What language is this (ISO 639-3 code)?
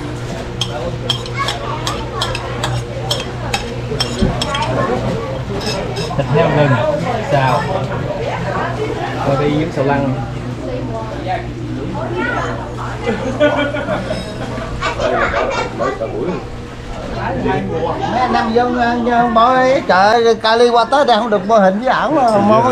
vie